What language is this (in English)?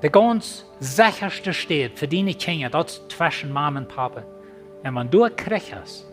Plautdietsch